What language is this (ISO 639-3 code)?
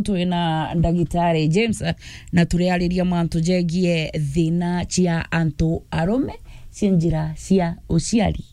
mer